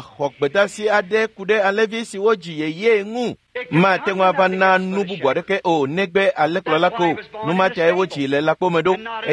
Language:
Ewe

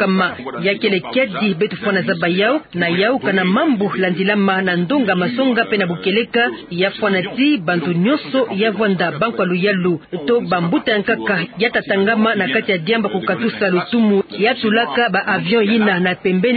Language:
Kituba (Democratic Republic of Congo)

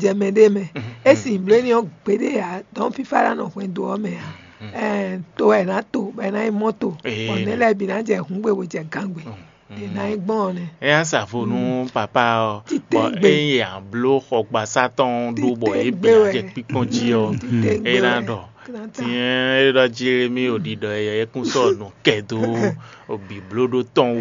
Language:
Fon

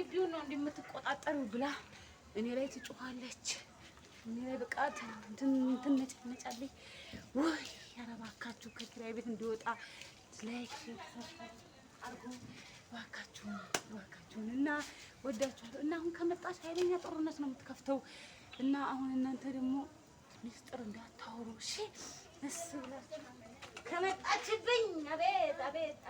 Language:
Amharic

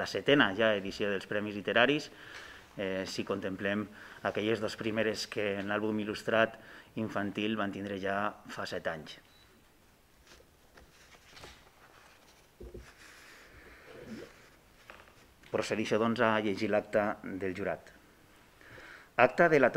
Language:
Catalan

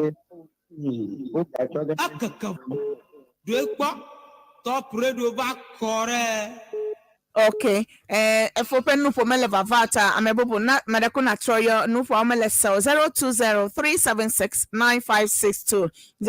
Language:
Ewe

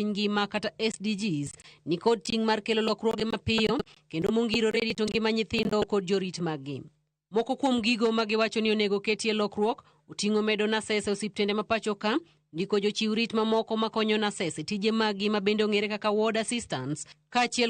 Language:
Luo (Kenya and Tanzania)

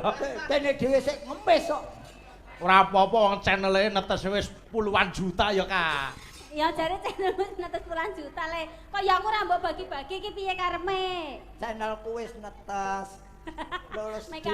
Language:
Javanese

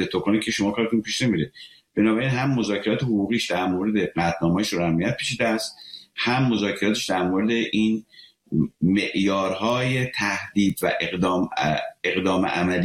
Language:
Persian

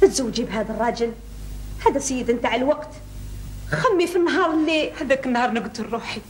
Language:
Algerian Arabic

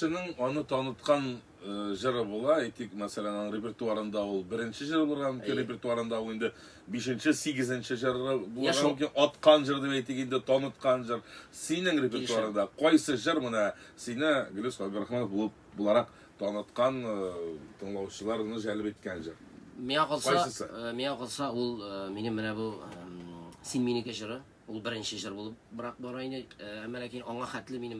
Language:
Tatar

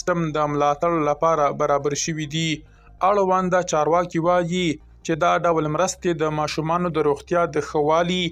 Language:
Pashto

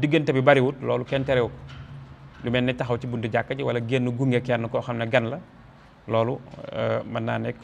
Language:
Wolof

